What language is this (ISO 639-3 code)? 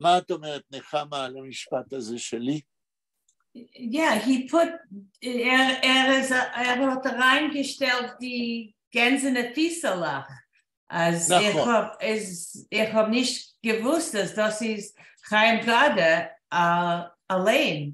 yid